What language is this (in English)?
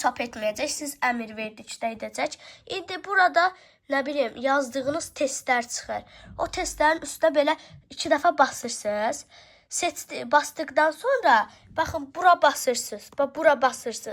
Azerbaijani